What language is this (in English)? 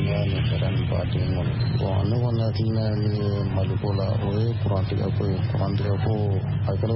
Bambara